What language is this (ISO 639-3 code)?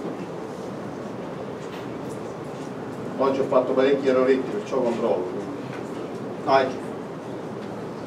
ita